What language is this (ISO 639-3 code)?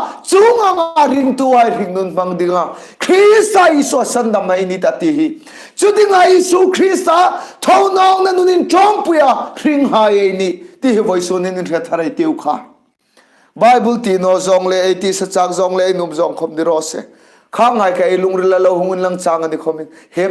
hmr